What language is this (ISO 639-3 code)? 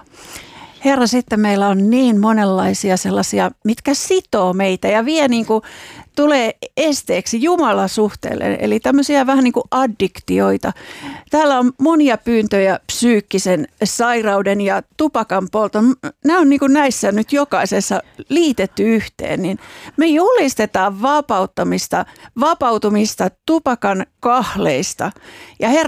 fin